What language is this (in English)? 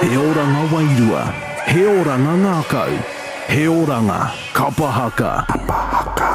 Māori